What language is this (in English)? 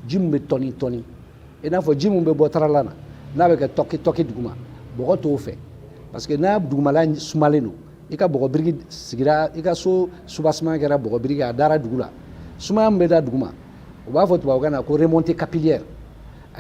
Bambara